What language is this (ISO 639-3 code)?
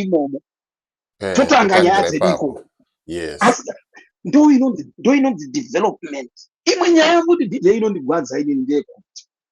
sna